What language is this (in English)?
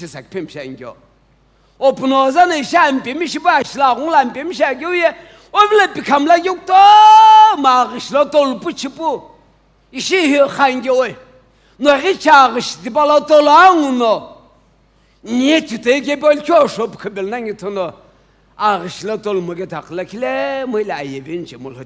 Sumi Naga